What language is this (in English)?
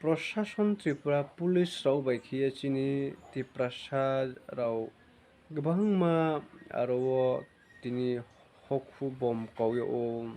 Riang (India)